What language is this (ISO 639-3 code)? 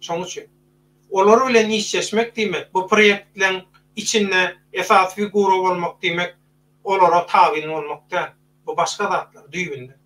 tuk